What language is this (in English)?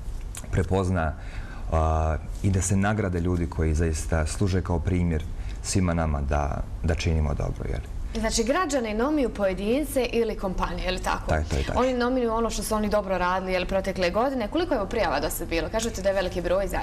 Bosnian